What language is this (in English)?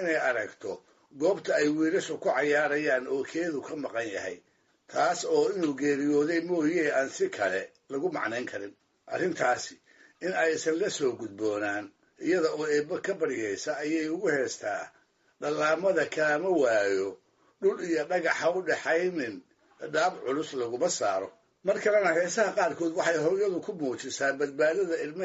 Somali